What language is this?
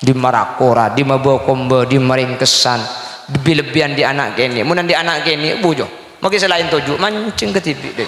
Madurese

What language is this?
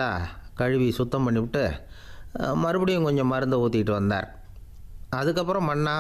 Tamil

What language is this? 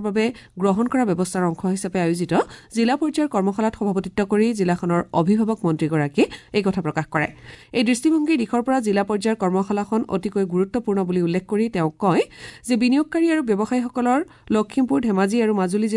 Assamese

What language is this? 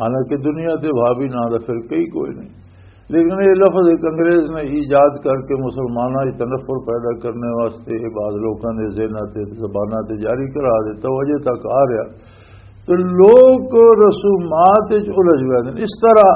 Western Panjabi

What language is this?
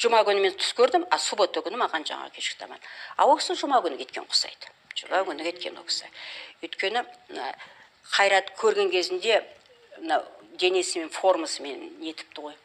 Kazakh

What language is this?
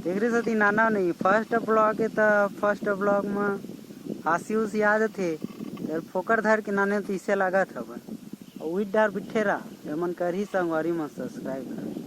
Chhattisgarhi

